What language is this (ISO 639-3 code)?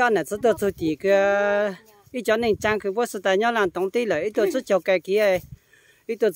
hmn